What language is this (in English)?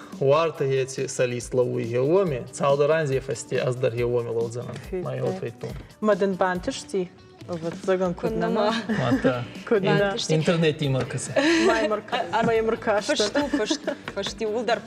Ossetic